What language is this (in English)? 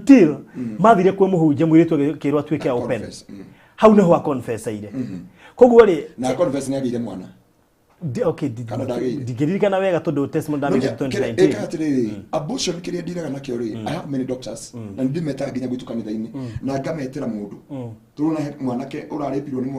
Kikuyu